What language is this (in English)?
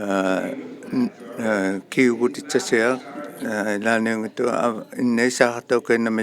Inuktitut